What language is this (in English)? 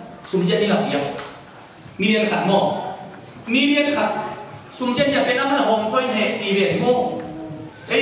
Tedim Chin